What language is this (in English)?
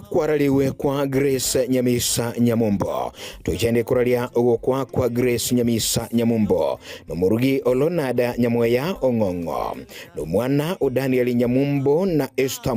Gusii